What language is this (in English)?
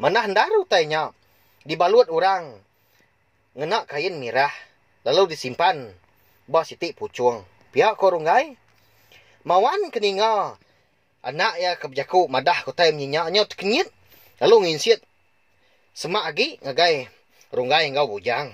Iban